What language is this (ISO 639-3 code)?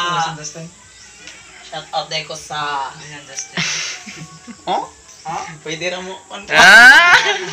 ceb